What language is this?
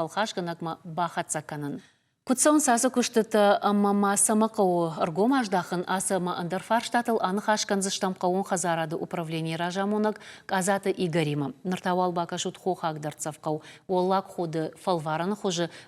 Ossetic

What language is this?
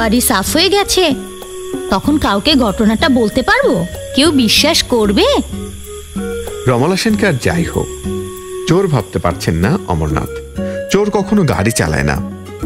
Bangla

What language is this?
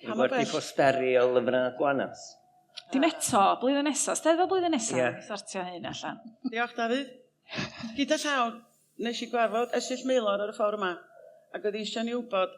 Welsh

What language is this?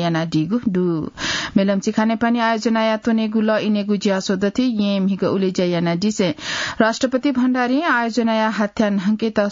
Newari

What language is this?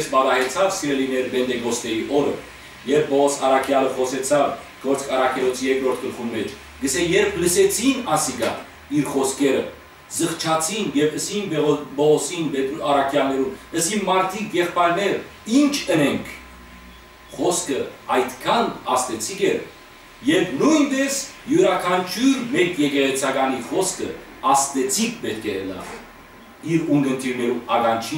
Western Armenian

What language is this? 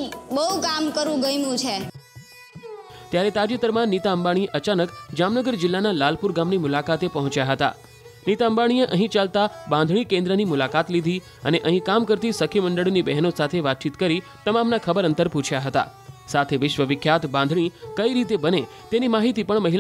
Gujarati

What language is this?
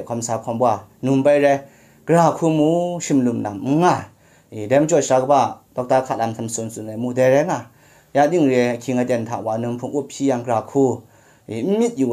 Kachin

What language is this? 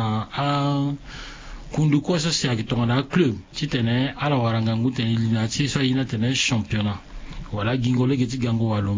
Sango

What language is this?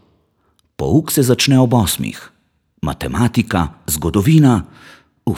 Slovenian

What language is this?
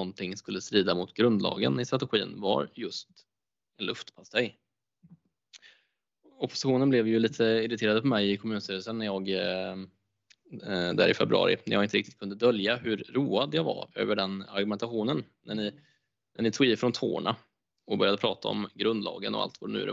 Swedish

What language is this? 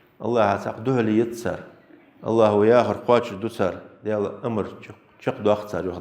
Ingush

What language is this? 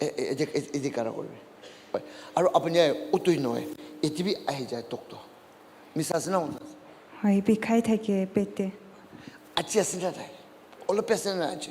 Naga Pidgin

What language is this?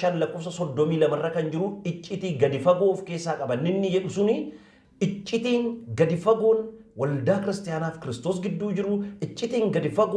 Oromo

